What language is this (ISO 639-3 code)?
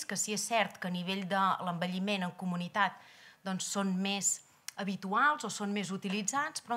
cat